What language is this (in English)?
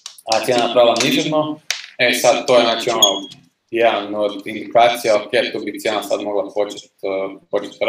Croatian